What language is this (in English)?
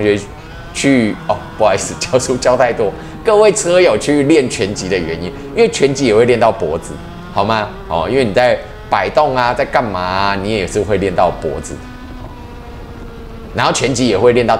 Chinese